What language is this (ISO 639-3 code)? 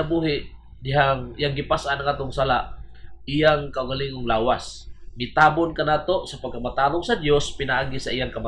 ceb